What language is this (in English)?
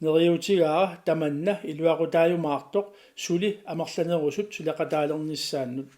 Kalaallisut